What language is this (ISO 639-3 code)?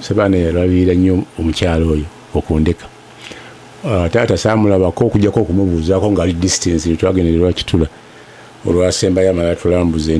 lug